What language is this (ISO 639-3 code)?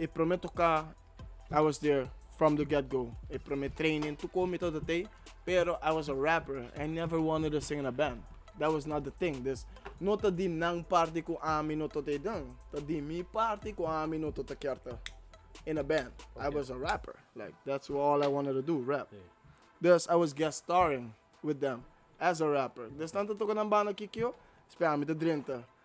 pap